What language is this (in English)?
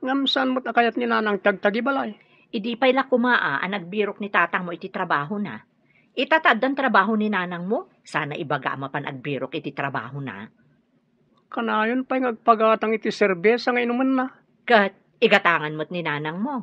Iloko